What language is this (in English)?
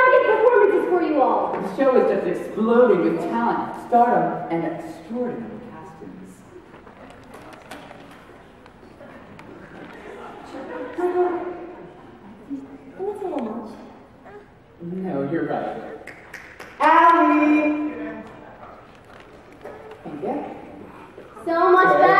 English